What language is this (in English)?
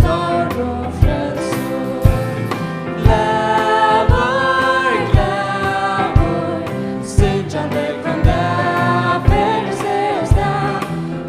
Faroese